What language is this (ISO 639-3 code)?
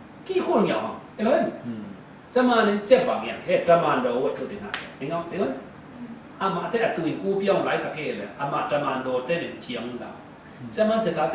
cfm